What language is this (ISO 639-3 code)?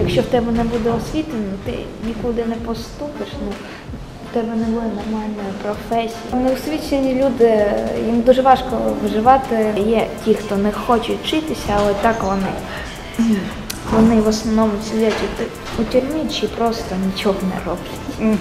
ukr